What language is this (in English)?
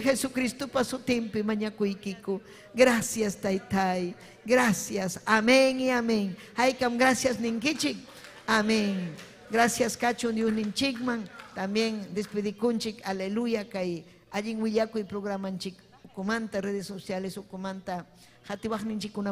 Ayacucho Quechua